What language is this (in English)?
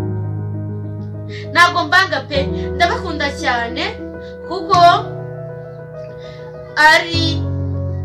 Kinyarwanda